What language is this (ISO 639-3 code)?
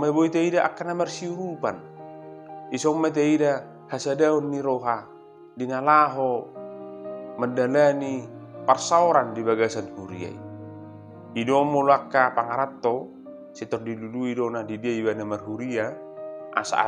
bbc